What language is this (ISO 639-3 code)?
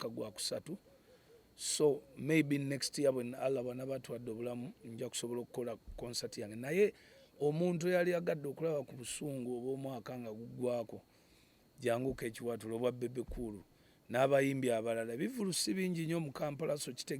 lug